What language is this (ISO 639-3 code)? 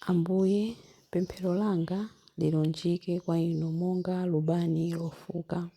nya